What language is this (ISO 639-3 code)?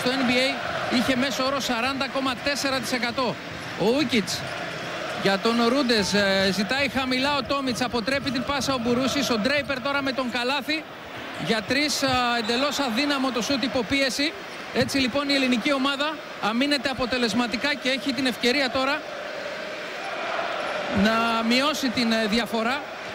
ell